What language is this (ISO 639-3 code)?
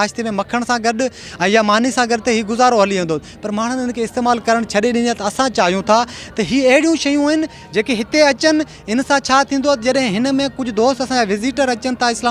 snd